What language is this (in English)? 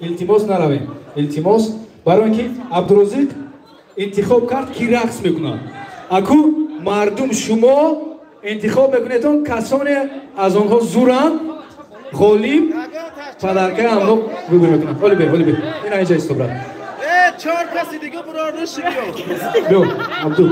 Tajik